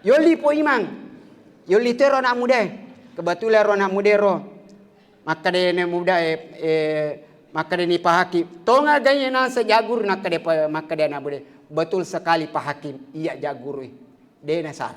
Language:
Buginese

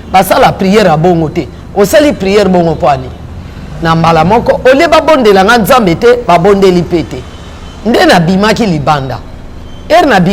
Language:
Lingala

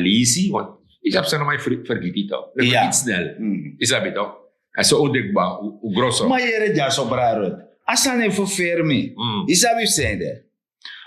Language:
Sranan Tongo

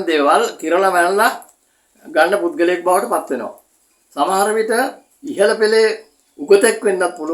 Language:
Sinhala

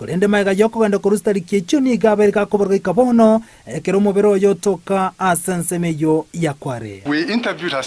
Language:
Gusii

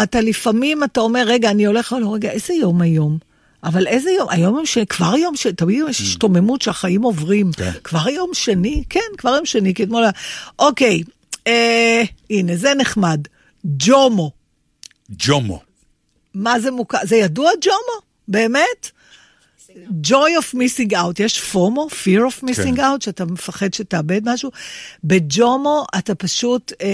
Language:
Hebrew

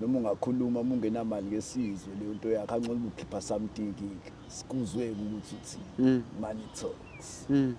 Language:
Zulu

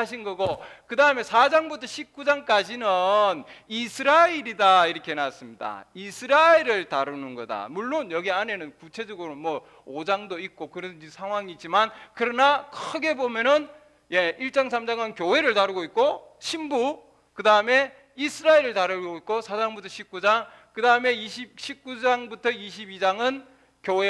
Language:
Korean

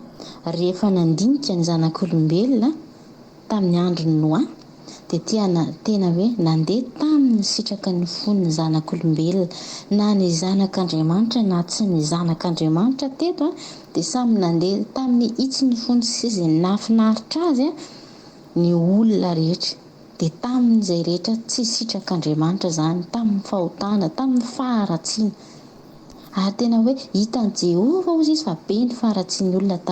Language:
Malagasy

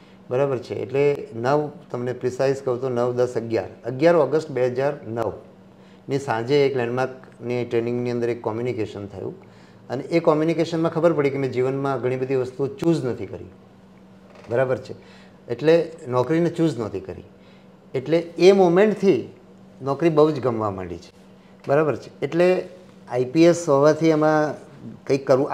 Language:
Gujarati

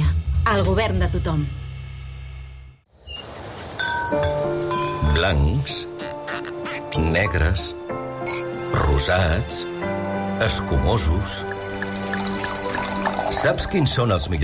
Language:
Catalan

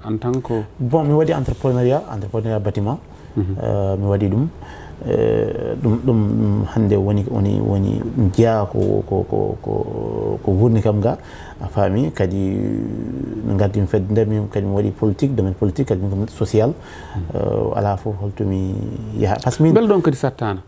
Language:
Fula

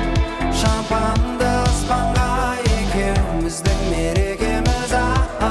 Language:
Kazakh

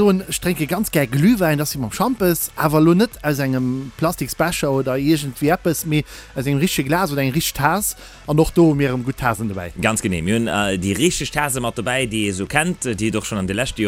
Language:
Luxembourgish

